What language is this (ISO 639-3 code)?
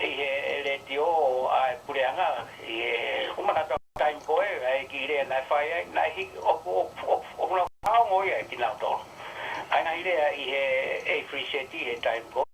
ton